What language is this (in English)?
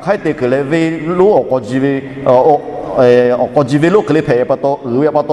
Lahu